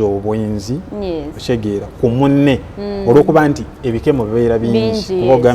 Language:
Ganda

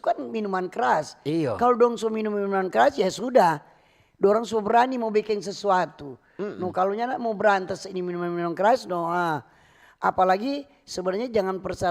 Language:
Manado Malay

